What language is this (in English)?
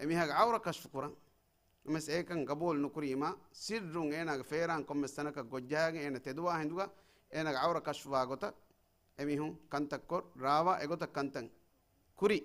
Divehi